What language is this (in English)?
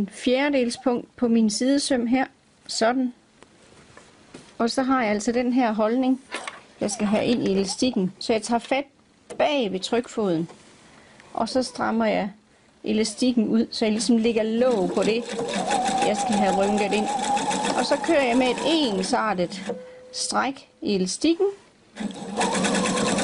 Danish